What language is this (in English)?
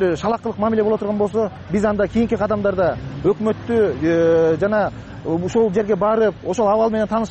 Kyrgyz